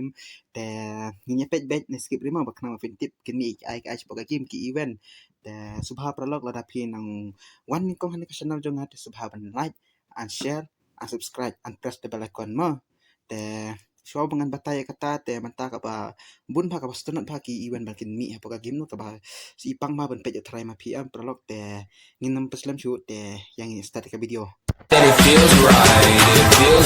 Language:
Khasi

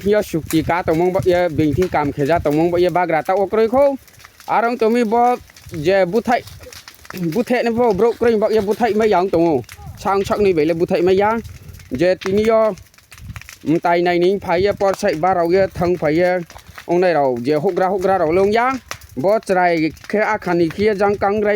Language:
Riang (India)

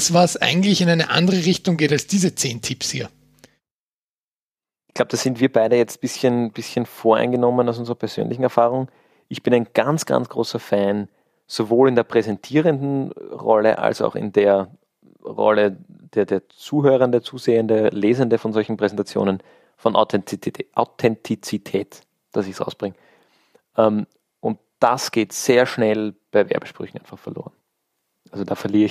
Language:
German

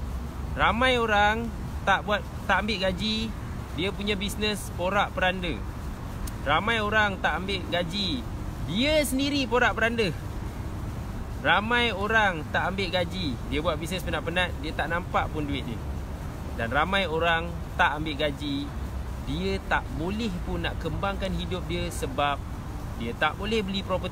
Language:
Malay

